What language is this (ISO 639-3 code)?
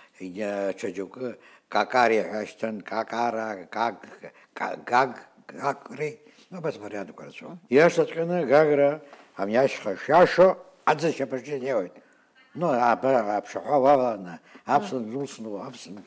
abk